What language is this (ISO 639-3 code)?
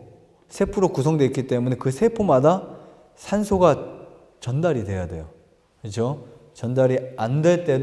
kor